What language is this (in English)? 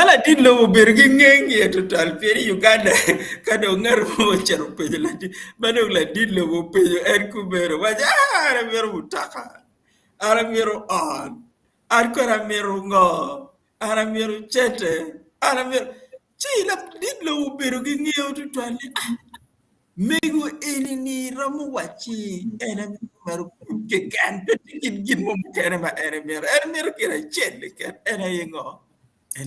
Acoli